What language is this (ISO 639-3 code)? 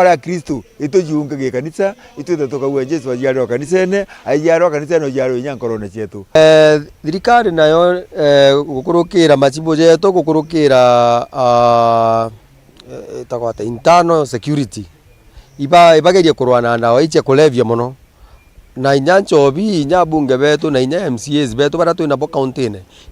mer